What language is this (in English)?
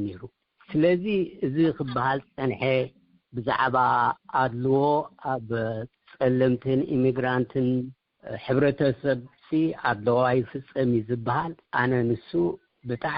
Tigrinya